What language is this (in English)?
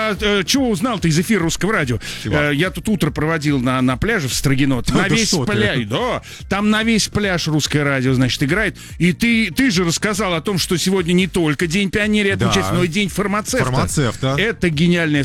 Russian